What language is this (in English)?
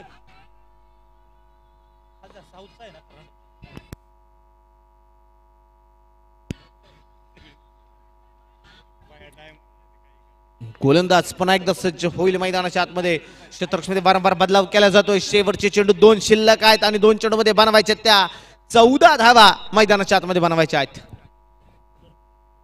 Marathi